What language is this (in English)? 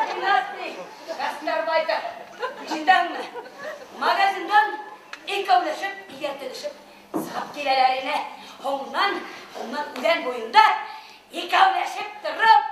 Bashkir